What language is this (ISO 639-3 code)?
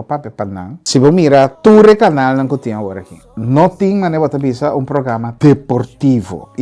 pap